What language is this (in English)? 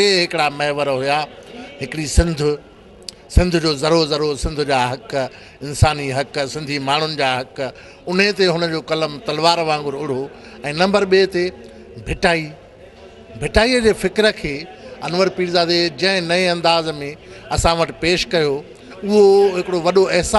Sindhi